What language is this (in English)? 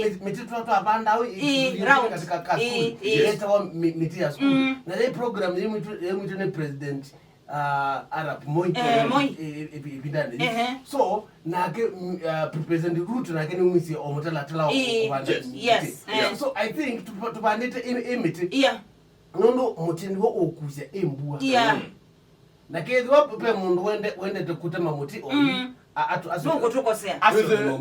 Kamba